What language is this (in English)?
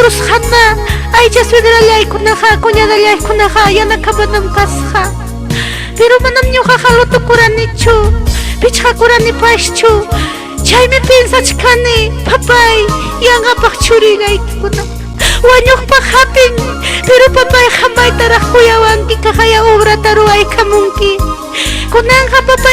Ayacucho Quechua